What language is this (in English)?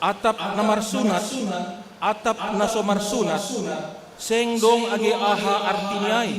Batak Simalungun